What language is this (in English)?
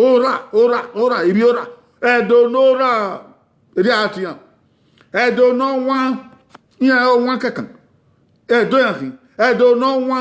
Bini